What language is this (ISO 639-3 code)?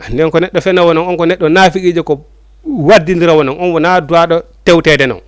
ful